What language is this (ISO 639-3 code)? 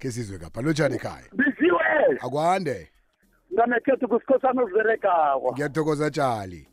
nbl